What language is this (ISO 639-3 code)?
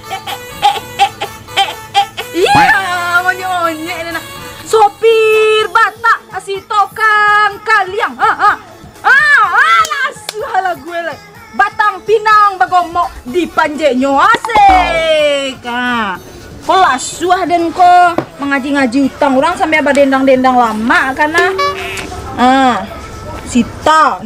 min